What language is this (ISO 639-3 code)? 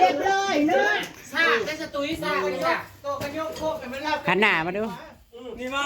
tts